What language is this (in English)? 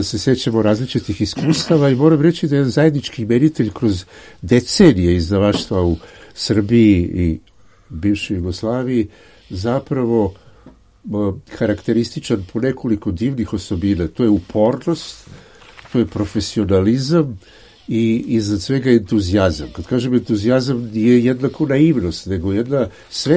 Serbian